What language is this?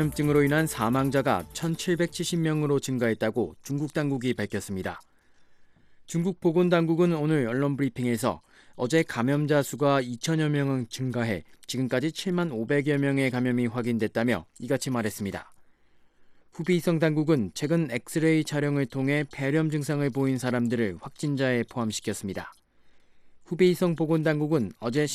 Korean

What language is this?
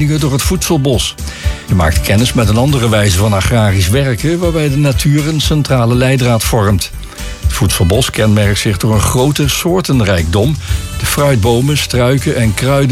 Dutch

